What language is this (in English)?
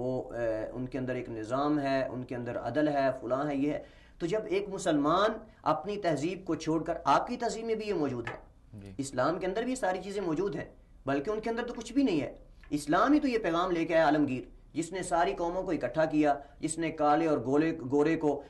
Urdu